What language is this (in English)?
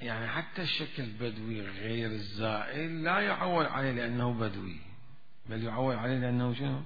Mesopotamian Arabic